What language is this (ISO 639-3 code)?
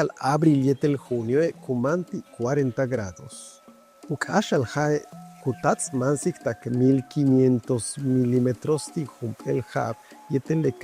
yua